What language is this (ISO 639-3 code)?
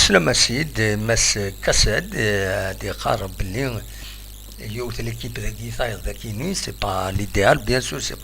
kab